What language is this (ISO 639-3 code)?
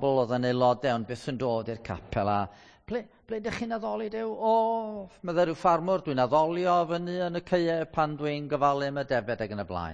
cym